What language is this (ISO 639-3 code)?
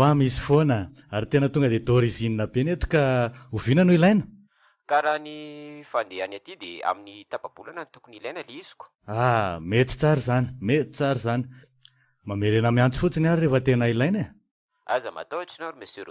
mlg